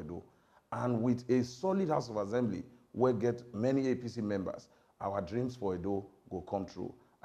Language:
Nigerian Pidgin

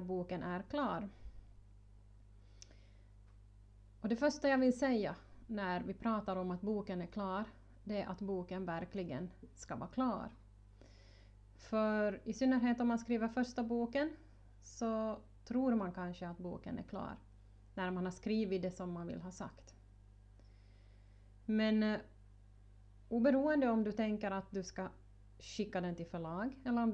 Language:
Swedish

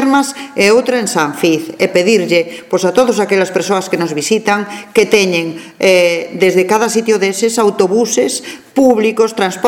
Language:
Galician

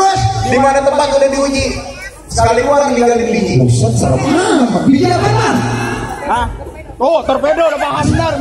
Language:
Betawi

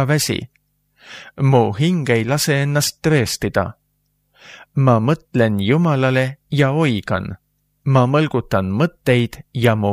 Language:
Estonian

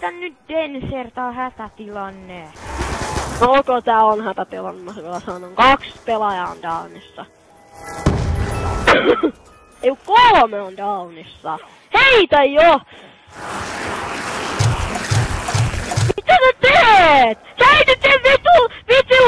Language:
Finnish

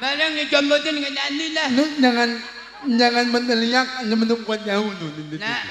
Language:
Betawi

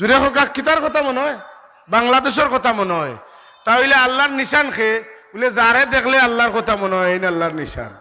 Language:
Sylheti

